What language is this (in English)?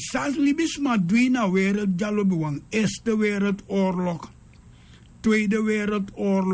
Sranan Tongo